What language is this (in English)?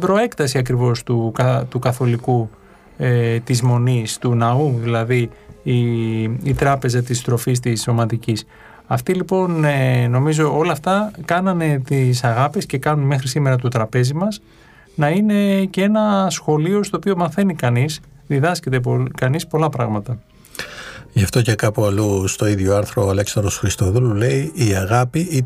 Greek